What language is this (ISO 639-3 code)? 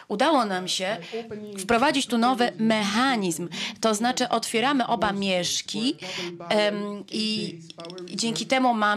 pol